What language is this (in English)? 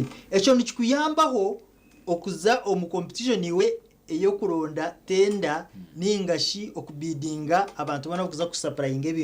Nyankole